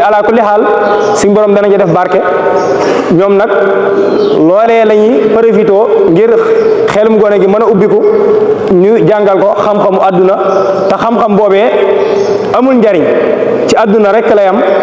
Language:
Wolof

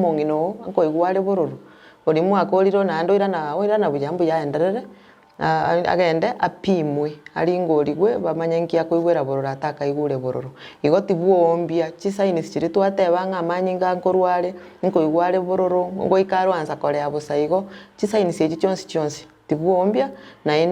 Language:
Gusii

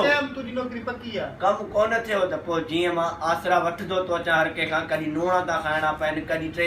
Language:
Sindhi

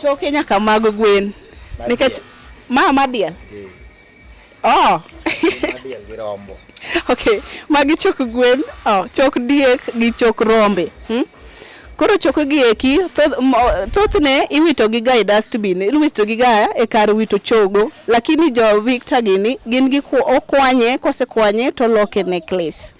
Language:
Luo (Kenya and Tanzania)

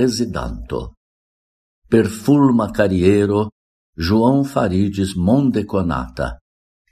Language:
Esperanto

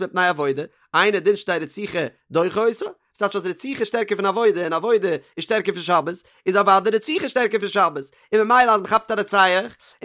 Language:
Yiddish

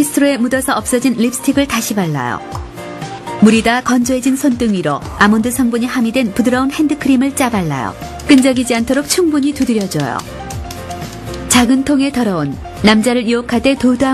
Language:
Korean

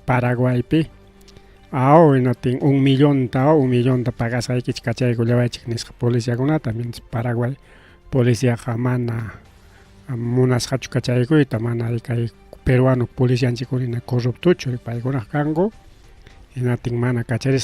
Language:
Ayacucho Quechua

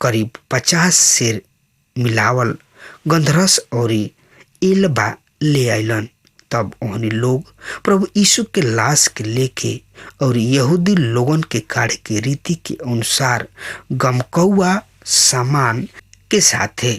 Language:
Bhojpuri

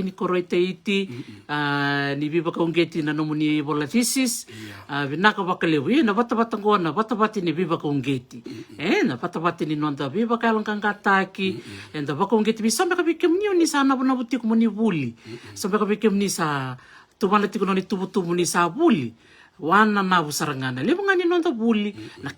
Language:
Fijian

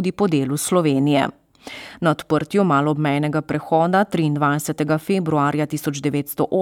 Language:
Slovenian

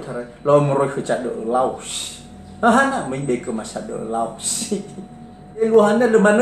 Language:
Nias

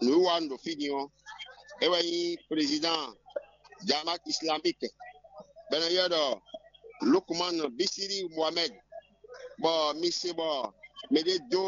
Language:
Fon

